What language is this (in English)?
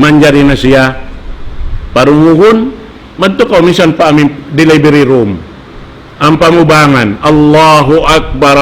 Tausug